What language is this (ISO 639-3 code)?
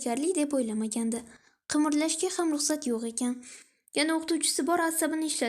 uzb